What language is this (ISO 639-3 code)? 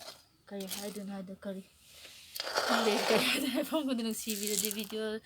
mni